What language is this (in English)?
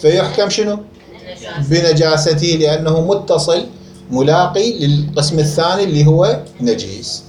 Mesopotamian Arabic